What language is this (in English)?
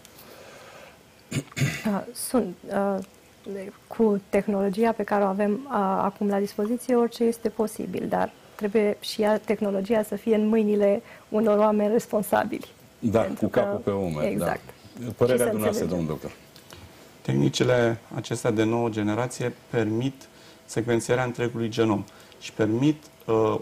Romanian